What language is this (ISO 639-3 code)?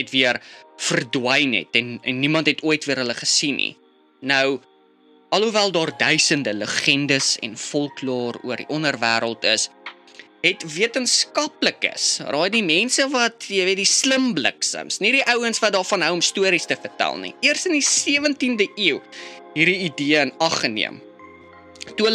afr